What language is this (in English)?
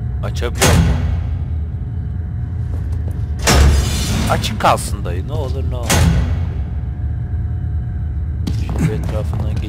Turkish